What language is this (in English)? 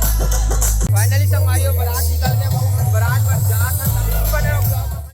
Chhattisgarhi